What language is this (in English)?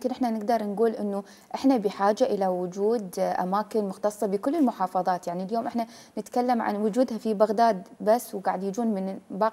Mesopotamian Arabic